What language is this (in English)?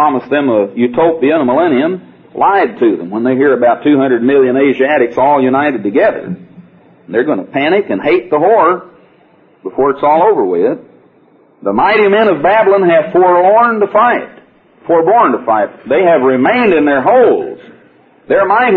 English